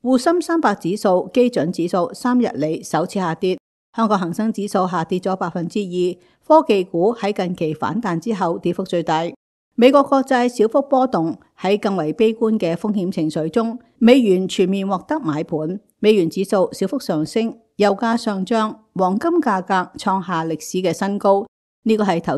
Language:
Cantonese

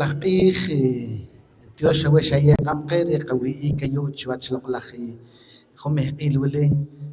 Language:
Poqomchi'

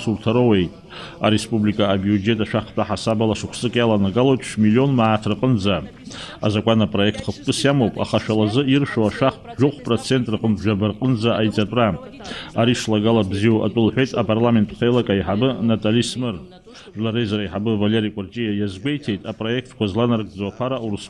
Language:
Abkhazian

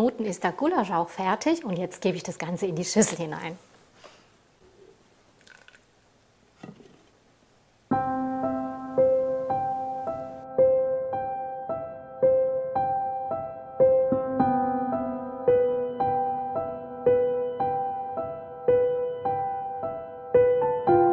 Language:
German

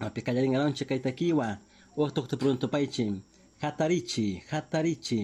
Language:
Chimborazo Highland Quichua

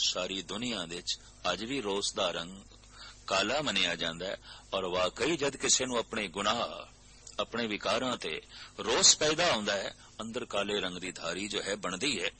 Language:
Punjabi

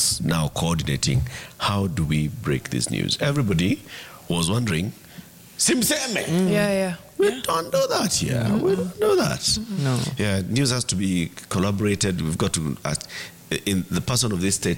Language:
Swahili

